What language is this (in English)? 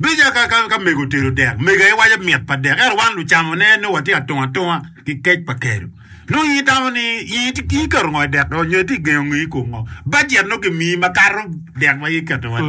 Acoli